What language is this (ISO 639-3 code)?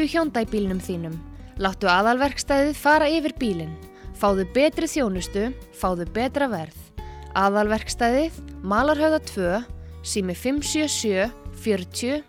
isl